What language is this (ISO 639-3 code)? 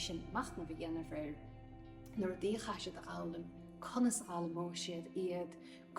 gle